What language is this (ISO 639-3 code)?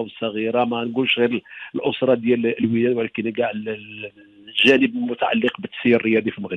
ary